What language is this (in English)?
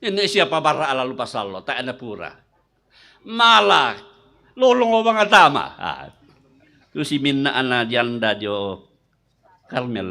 Toraja-Sa'dan